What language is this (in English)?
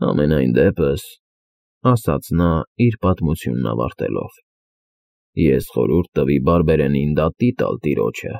Armenian